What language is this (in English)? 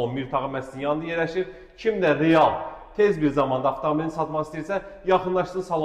Azerbaijani